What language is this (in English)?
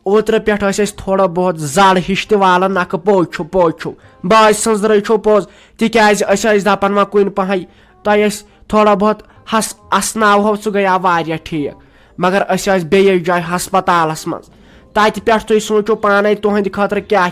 Kashmiri